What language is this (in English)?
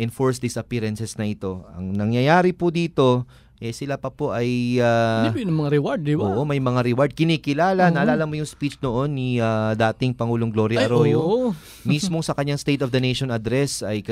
Filipino